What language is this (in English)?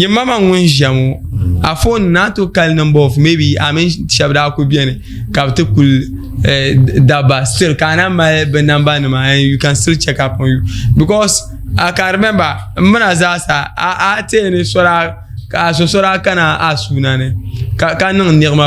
Dagbani